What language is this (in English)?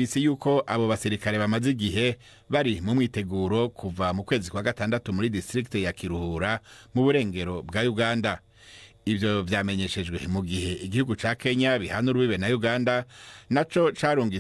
Rundi